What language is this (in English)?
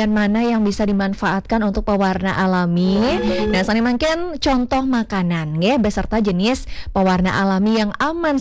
Balinese